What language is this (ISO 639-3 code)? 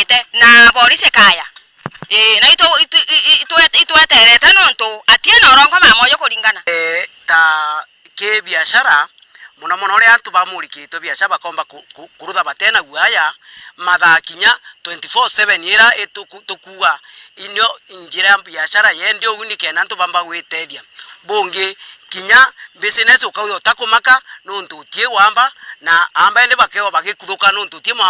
mer